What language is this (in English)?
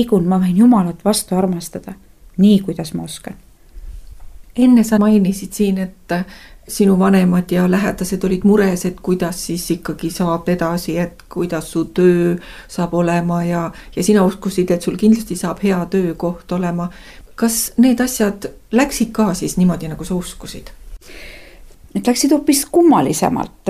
Estonian